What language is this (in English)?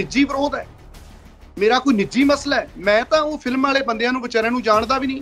Punjabi